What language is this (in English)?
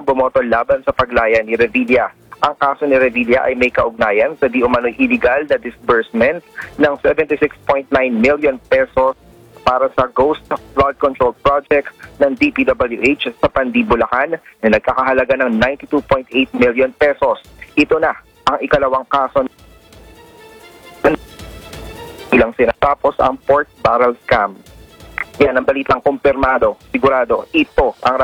Filipino